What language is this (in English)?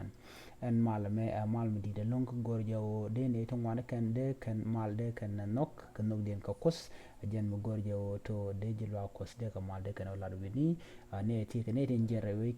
Nuer